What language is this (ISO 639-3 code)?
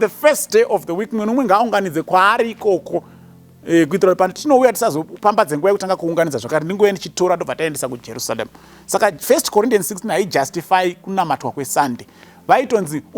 sna